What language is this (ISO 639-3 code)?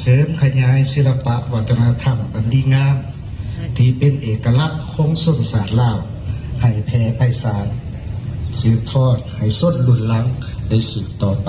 lao